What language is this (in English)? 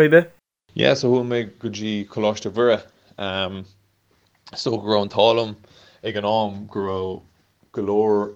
Irish